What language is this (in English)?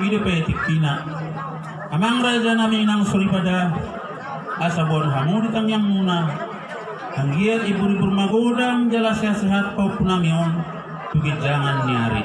Batak Toba